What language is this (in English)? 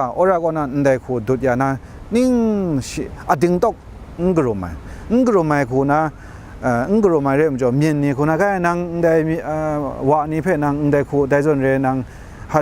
Kachin